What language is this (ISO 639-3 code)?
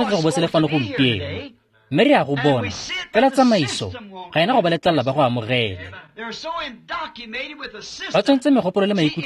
tsn